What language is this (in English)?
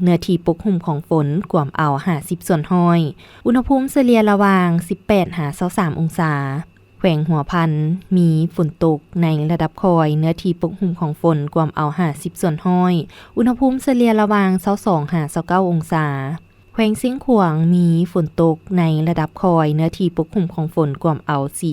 Lao